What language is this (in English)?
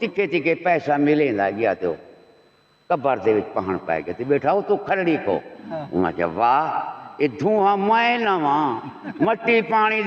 Saraiki